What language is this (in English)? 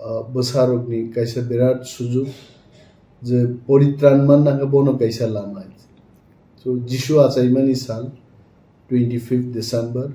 Kok Borok